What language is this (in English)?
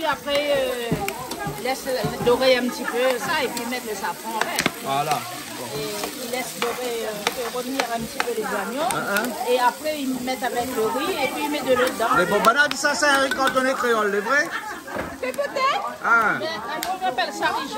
Réunion Creole French